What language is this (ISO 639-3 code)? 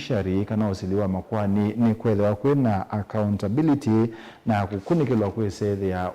kam